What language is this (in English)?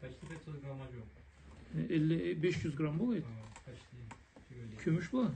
Karachay-Balkar